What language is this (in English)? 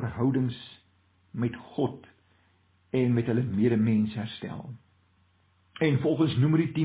Afrikaans